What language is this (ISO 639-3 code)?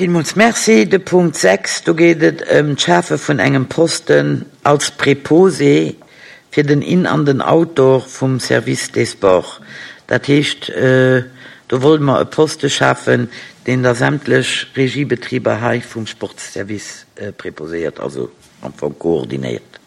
ltz